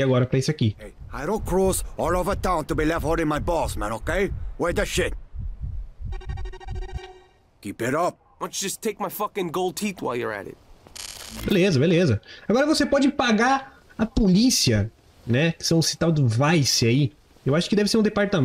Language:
Portuguese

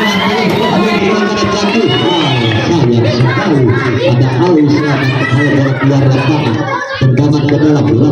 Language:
Indonesian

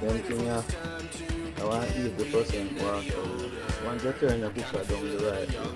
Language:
Jamaican Creole English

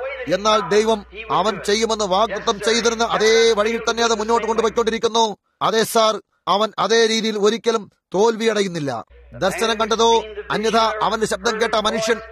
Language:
Malayalam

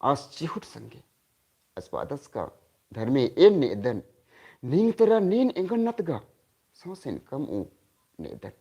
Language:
Kurukh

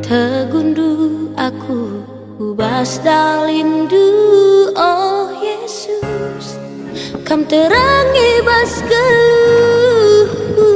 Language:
Batak Karo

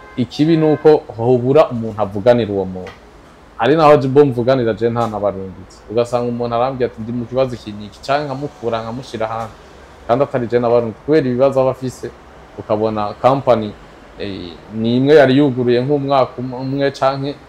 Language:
Rundi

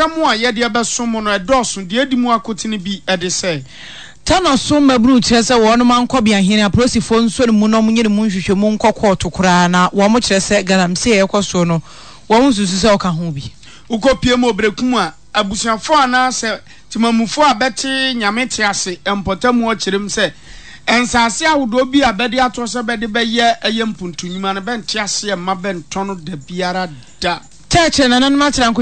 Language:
Akan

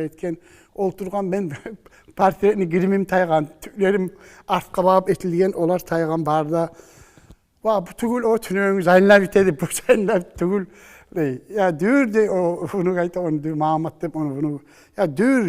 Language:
Kumyk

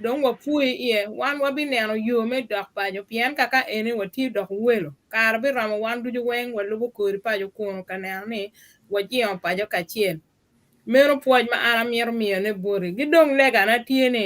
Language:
Acoli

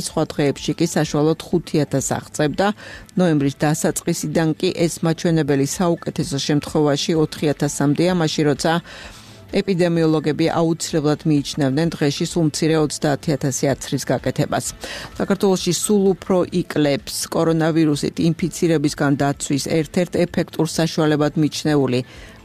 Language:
Georgian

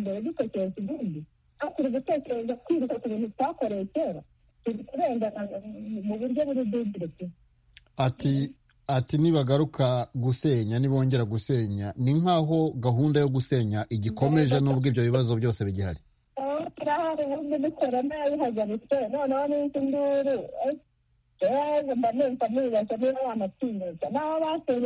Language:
Kinyarwanda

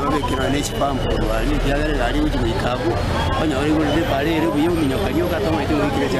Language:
Gusii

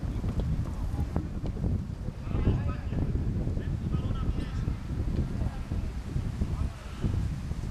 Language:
Czech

